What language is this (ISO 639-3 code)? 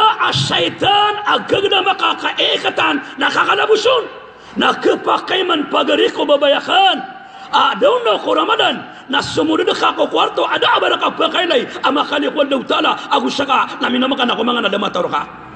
mrw